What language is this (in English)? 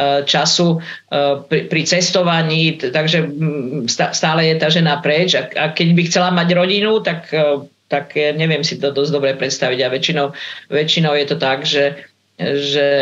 Slovak